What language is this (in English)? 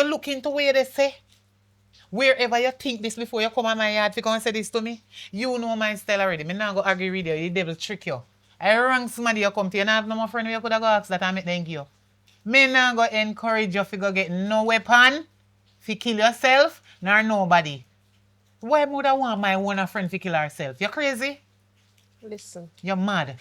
Jamaican Creole English